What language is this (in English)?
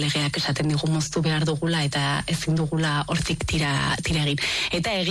Basque